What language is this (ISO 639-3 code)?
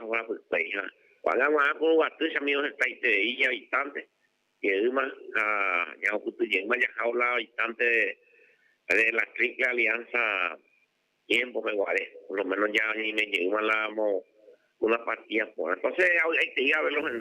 grn